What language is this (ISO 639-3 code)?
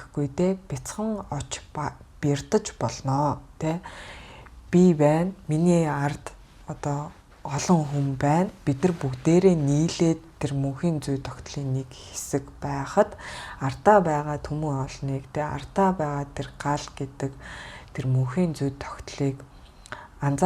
mon